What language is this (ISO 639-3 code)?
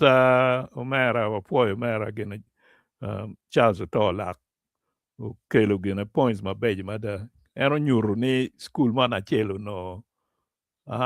ach